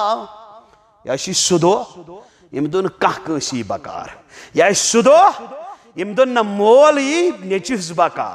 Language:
Kashmiri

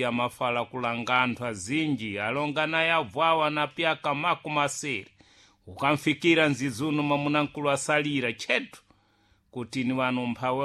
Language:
Sena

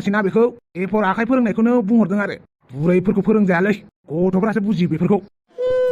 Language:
Bodo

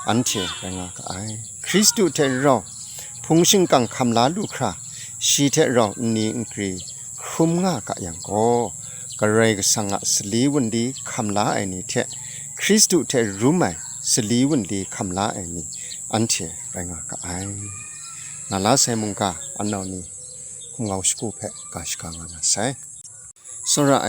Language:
Kachin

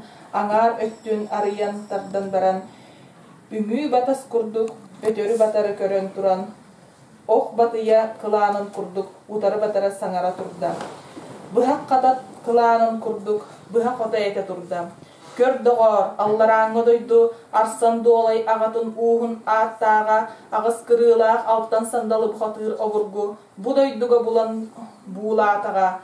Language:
Yakut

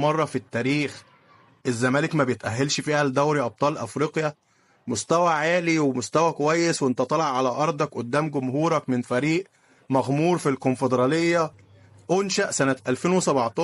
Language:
Egyptian Arabic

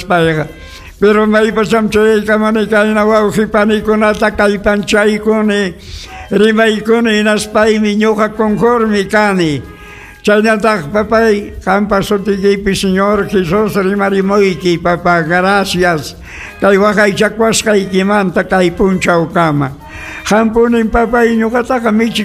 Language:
Ayacucho Quechua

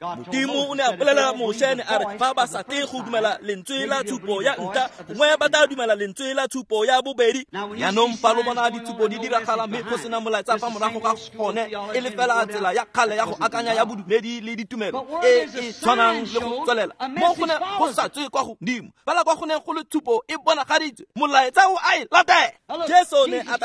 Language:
Tswana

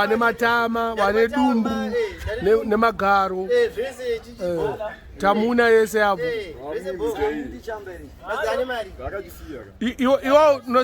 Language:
Shona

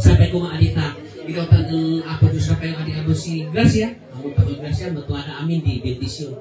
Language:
Kankanaey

